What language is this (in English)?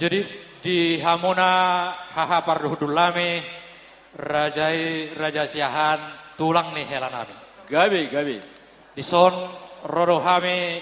Batak Toba